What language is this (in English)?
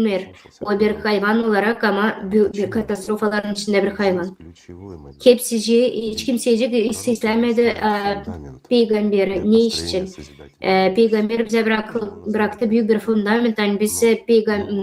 Gagauz